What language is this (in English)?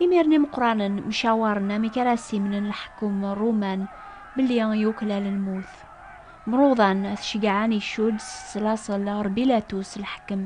Kabyle